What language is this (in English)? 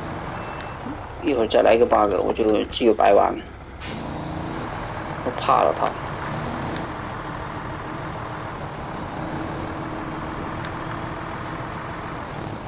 Chinese